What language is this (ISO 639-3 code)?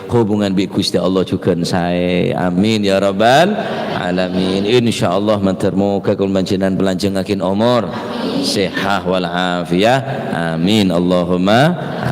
mad